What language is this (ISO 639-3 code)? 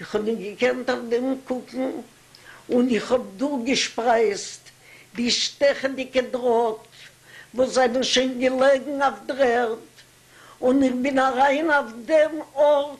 yid